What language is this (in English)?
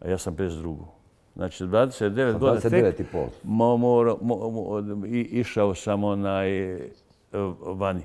Bosnian